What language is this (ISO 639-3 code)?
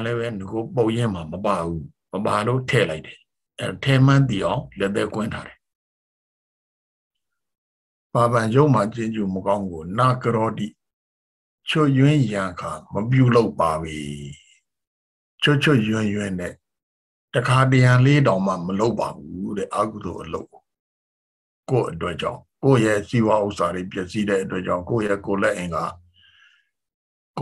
mya